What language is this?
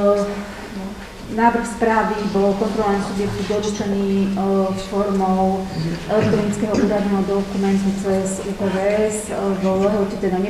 Slovak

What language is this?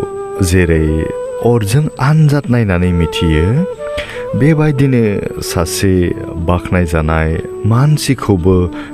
Bodo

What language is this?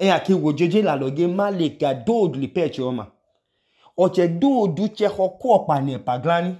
Idoma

